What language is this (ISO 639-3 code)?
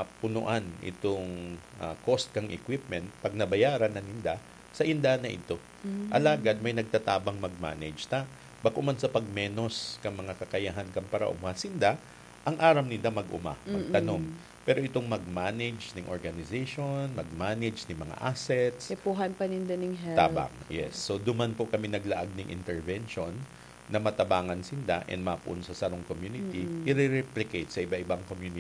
bik